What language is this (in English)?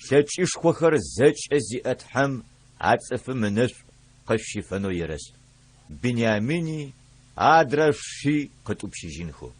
Adyghe